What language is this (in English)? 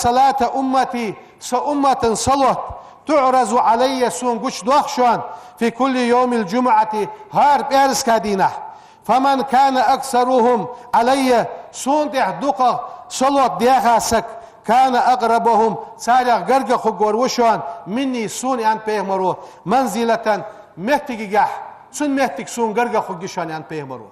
Ingush